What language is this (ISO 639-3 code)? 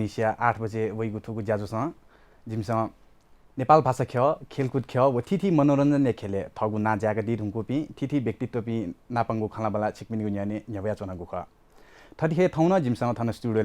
new